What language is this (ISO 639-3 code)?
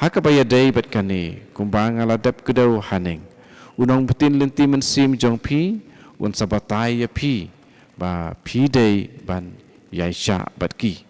kha